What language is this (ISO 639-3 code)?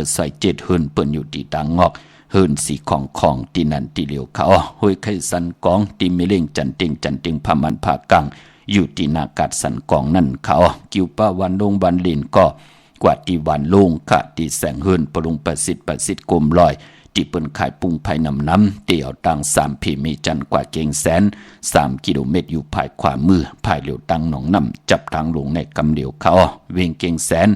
shn